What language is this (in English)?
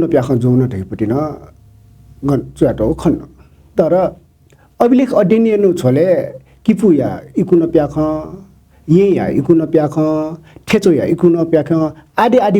Newari